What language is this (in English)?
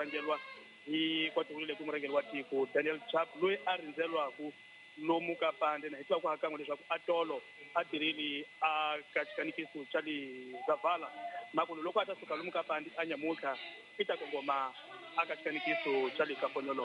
Tsonga